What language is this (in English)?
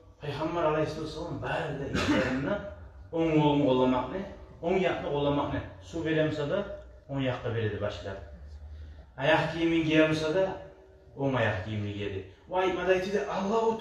Kumyk